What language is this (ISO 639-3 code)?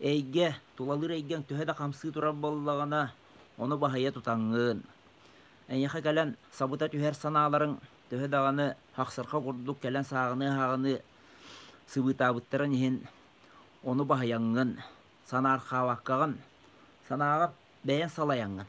sah